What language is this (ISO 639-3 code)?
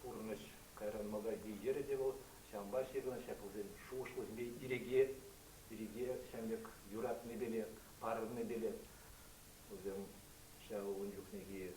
chv